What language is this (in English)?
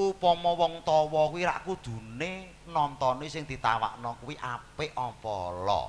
Javanese